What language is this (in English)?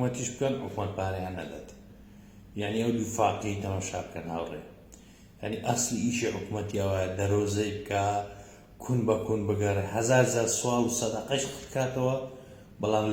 Central Kurdish